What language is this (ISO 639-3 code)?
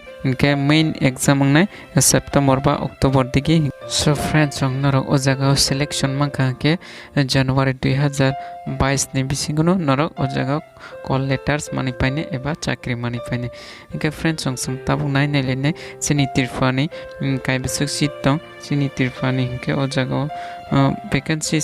trp